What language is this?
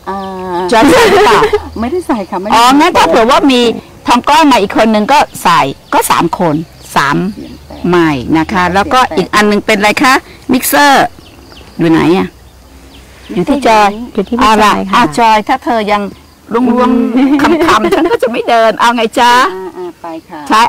Thai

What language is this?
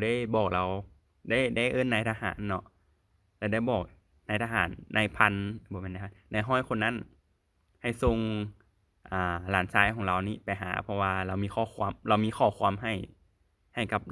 Lao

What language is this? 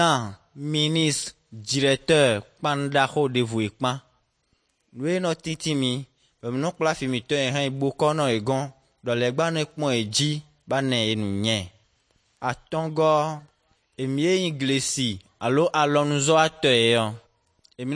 Ewe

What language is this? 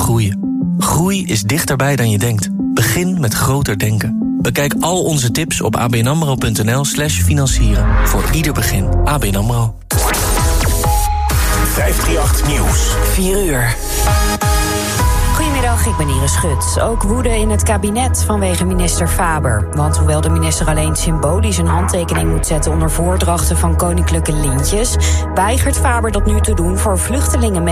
Dutch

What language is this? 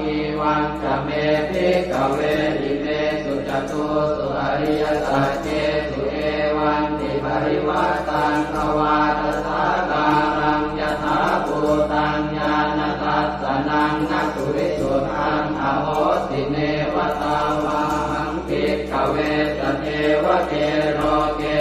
Pali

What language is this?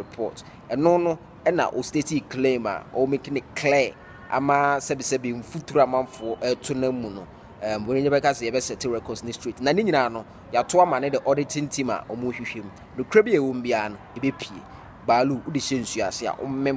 Akan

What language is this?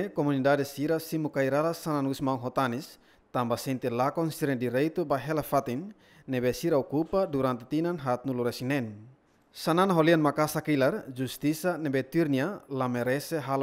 Tetum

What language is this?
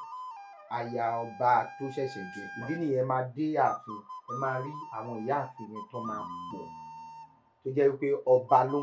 Yoruba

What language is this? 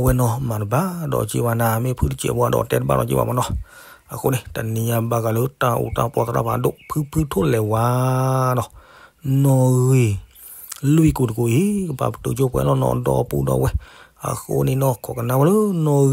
S'gaw Karen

